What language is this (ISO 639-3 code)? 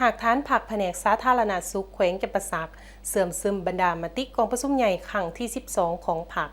lao